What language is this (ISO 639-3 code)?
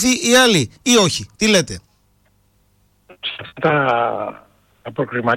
ell